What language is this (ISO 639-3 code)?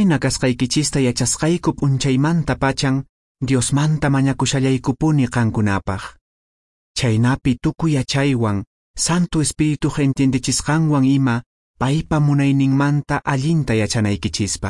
que